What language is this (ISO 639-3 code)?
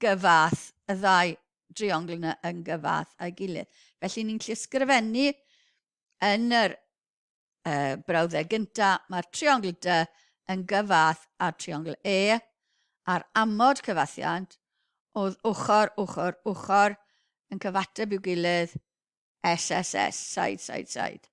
cym